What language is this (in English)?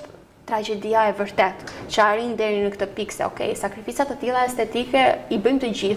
Albanian